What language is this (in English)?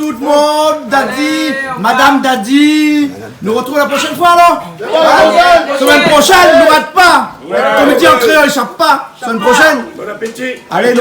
Réunion Creole French